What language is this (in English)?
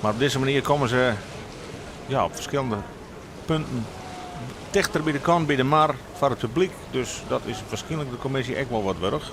Western Frisian